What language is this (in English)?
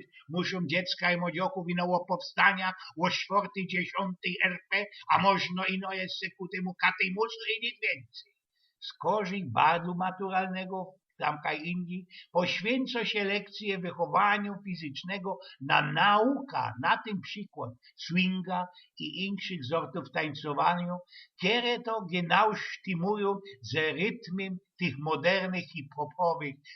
Silesian